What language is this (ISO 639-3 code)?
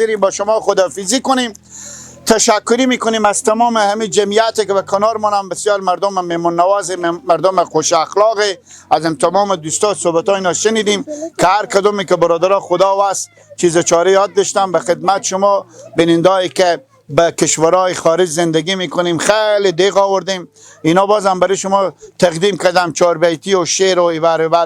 fas